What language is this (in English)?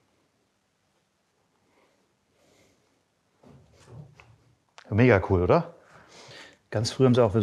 German